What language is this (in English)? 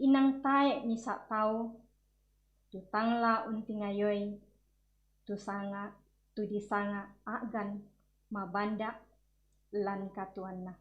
Toraja-Sa'dan